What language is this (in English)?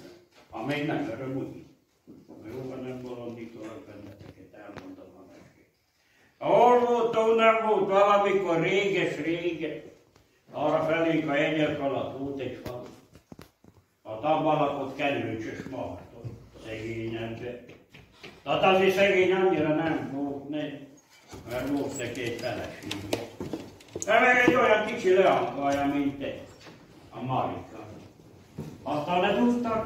Hungarian